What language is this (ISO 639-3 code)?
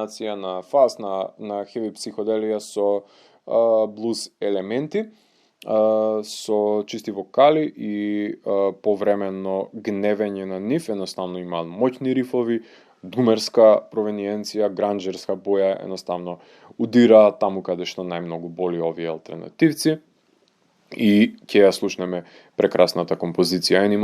mkd